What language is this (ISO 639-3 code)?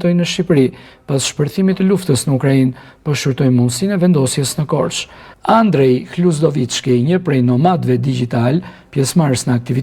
sqi